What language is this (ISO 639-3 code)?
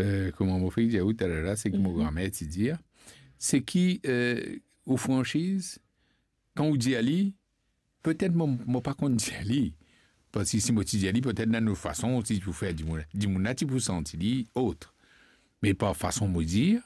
mfe